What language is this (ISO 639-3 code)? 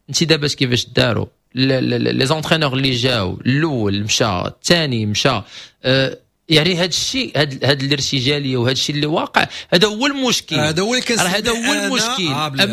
ary